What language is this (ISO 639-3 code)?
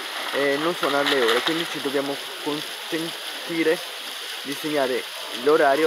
ita